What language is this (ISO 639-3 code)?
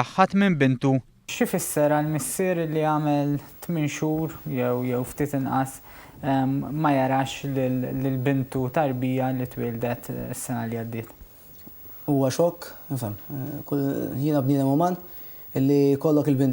mlt